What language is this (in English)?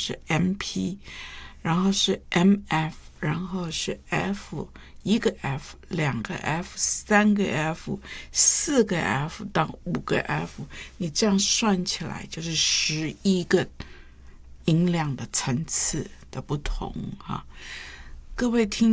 Chinese